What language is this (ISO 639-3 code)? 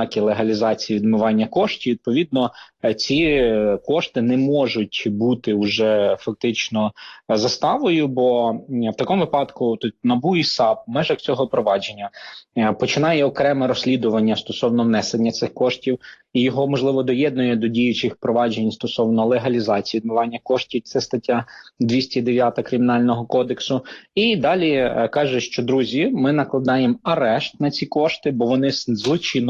ukr